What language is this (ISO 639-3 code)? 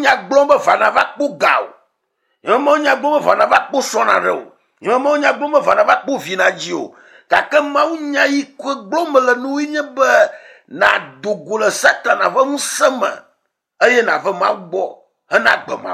ewe